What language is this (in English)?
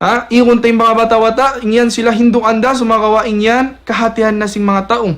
Tausug